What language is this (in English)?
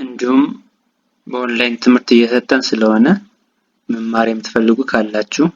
Amharic